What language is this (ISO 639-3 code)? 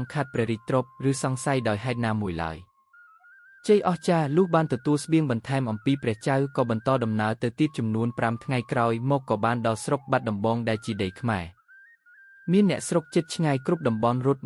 khm